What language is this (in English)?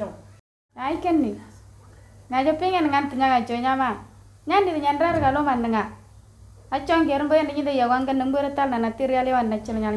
Moro